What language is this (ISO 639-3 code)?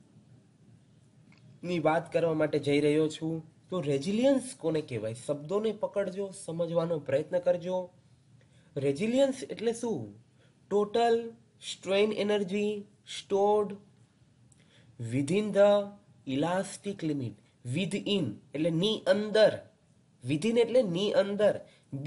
guj